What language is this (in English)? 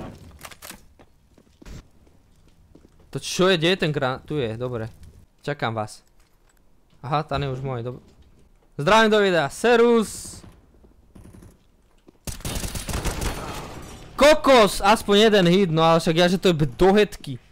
Slovak